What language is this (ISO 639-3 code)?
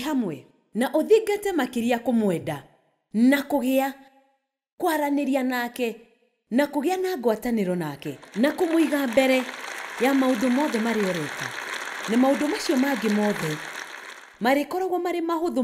kik